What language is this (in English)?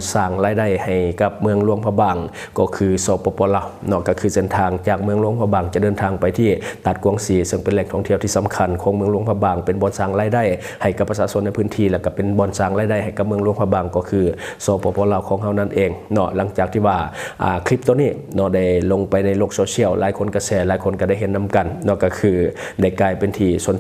Lao